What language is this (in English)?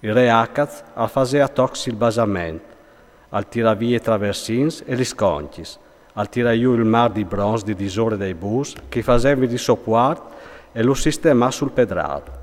Friulian